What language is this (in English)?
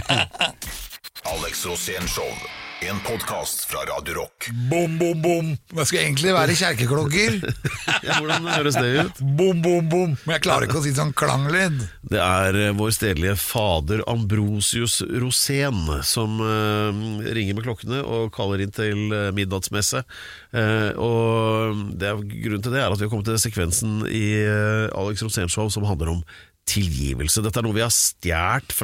Norwegian